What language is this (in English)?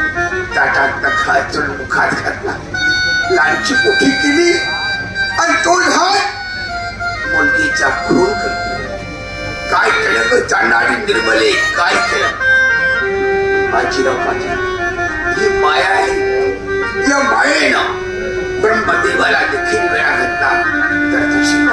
Marathi